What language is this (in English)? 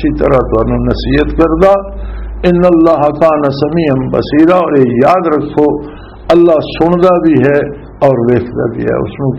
Western Panjabi